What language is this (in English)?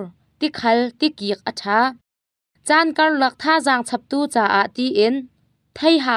Hakha Chin